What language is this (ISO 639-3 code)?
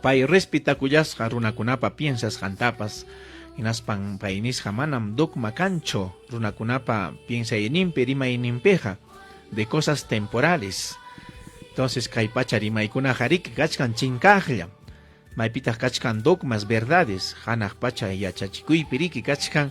quy